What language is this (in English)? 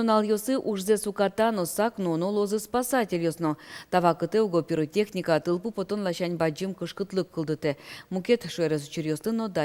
Udmurt